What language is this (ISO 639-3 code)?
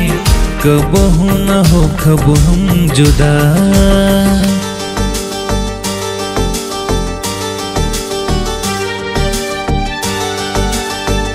bho